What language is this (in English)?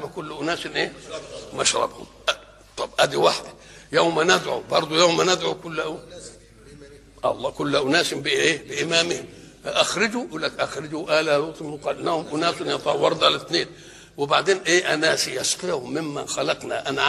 Egyptian Arabic